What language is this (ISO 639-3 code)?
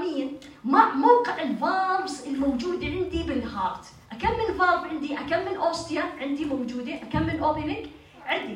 apc